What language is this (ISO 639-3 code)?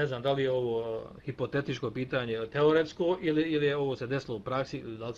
bos